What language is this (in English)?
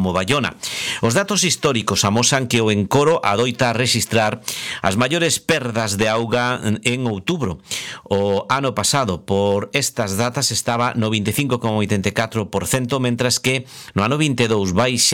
Galician